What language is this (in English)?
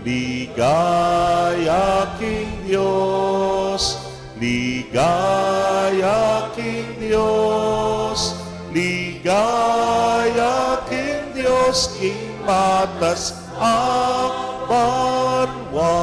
Pampanga